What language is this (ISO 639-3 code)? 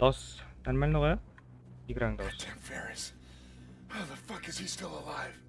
kaa